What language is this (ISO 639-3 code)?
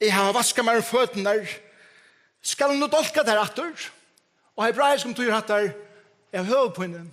fao